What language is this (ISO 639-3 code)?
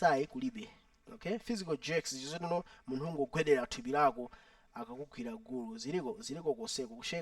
nya